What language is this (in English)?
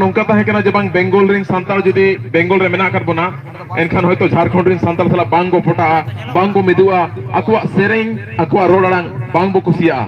Santali